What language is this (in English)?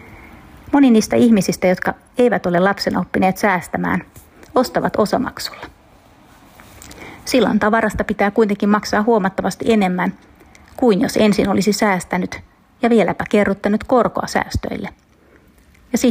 Finnish